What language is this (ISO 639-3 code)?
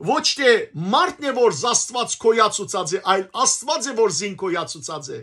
hyw